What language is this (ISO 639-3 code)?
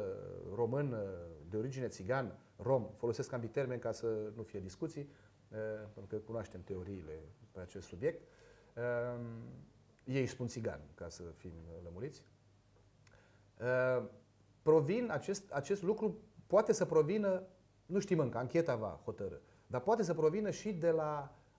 ron